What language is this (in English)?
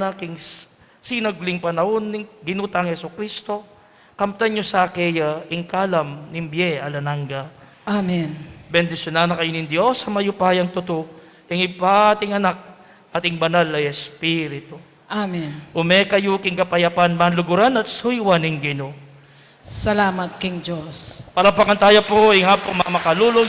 Pampanga